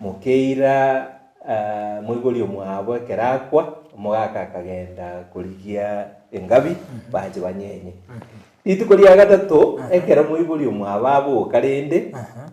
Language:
Gusii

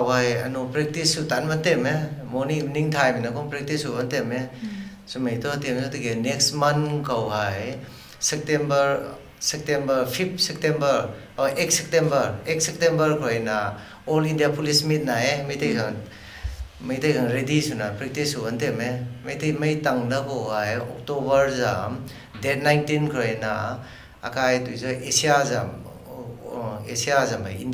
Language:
Rongmei Naga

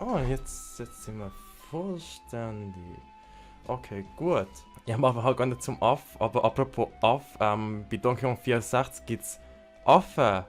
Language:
Swiss German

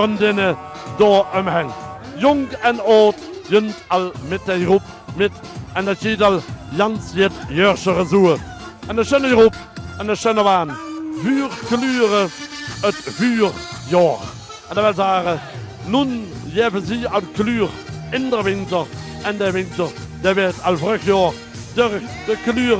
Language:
Limburgish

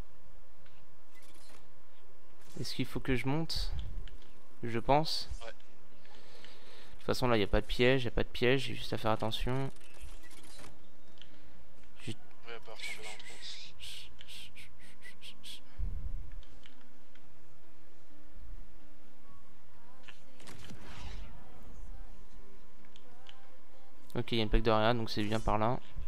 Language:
French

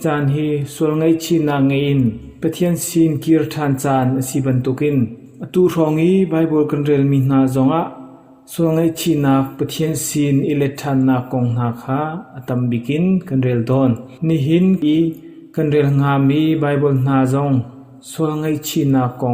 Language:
Hakha Chin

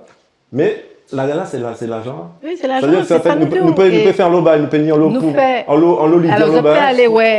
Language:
Guadeloupean Creole French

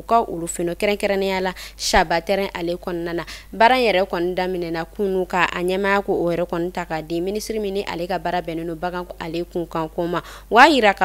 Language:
Bambara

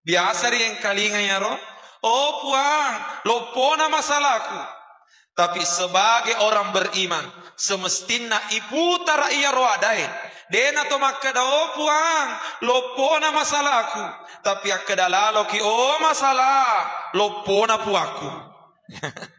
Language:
Buginese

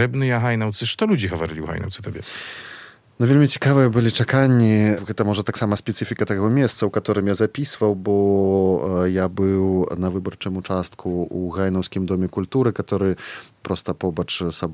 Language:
Belarusian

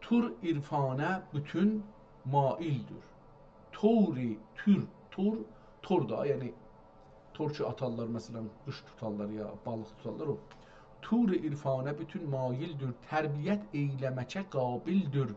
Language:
South Azerbaijani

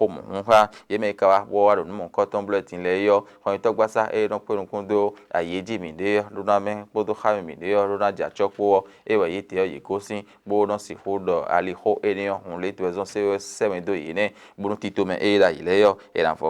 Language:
Fon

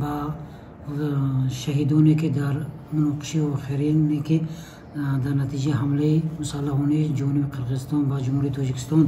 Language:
Tajik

